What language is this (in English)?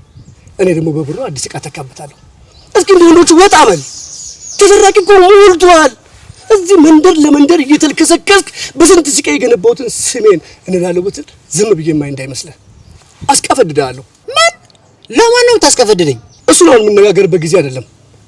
Amharic